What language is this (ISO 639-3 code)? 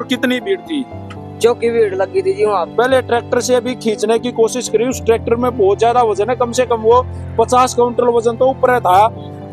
hin